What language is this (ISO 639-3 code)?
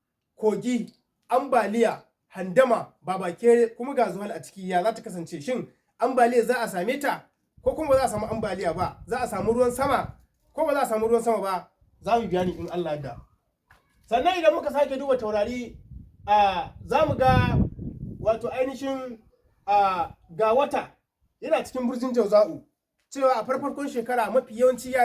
hau